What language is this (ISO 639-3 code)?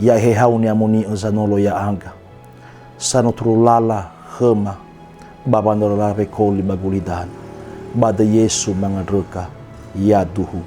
nia